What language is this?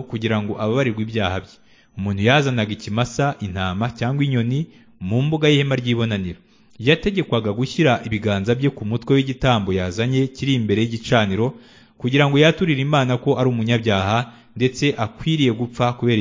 Kinyarwanda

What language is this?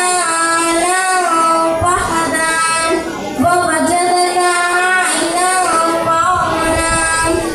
Arabic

